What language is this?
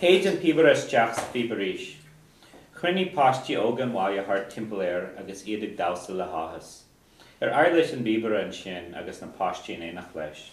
Irish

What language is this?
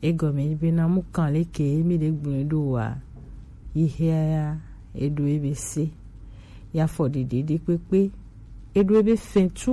Gen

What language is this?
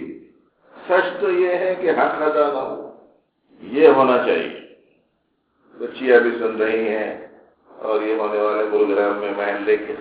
Urdu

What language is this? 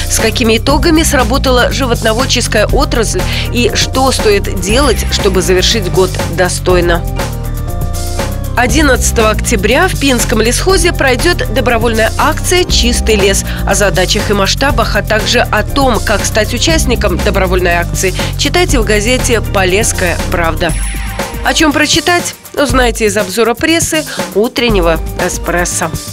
Russian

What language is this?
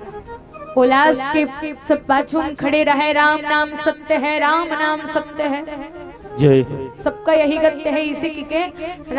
Chhattisgarhi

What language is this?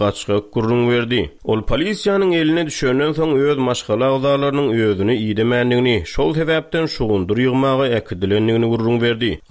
Turkmen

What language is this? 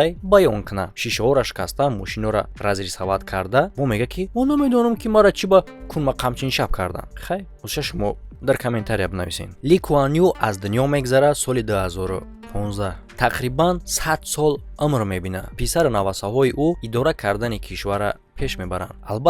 Tajik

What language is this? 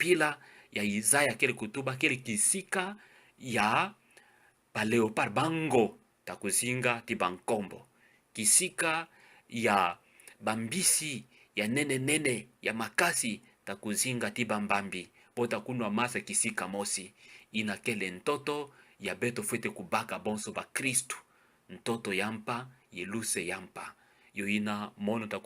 Kituba (Democratic Republic of Congo)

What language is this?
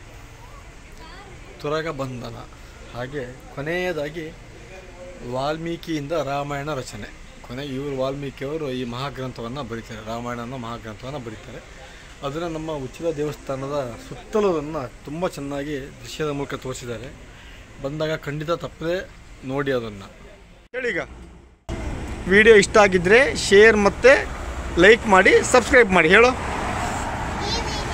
Kannada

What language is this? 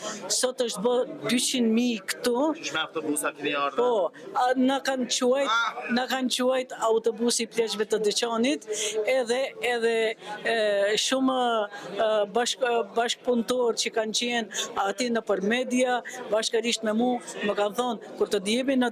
Albanian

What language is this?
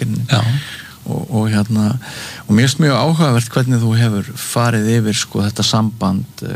Icelandic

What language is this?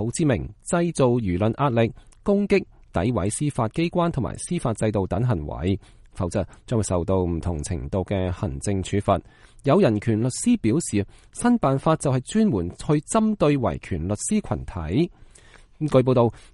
Cantonese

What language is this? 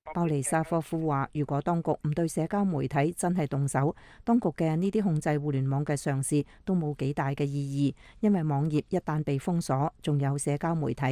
Cantonese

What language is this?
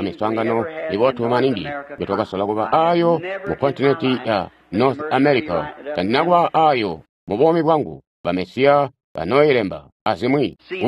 Tonga (Zambia)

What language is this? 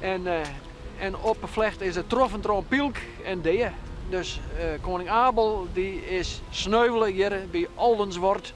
Western Frisian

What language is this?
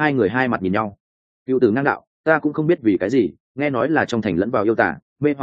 Vietnamese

